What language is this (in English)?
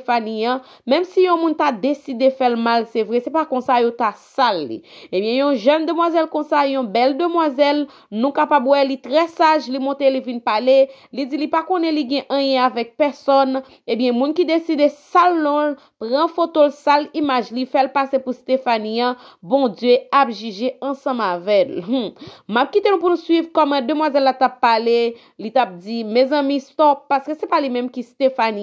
Haitian Creole